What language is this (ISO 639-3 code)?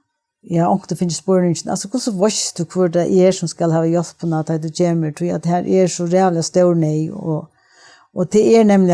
fao